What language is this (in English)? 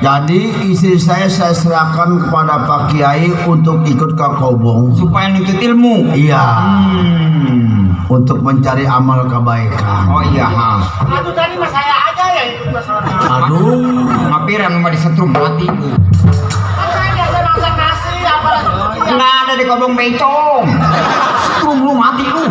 Betawi